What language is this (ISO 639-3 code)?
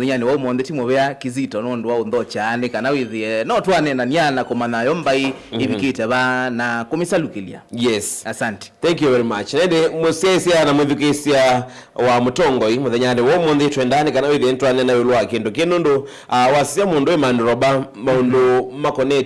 kam